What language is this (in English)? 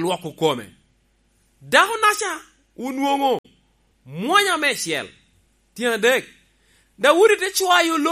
Lango (Uganda)